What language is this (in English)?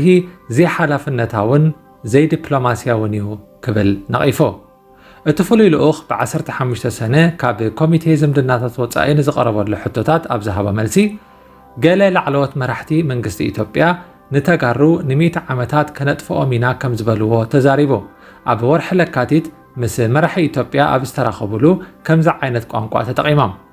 Tigrinya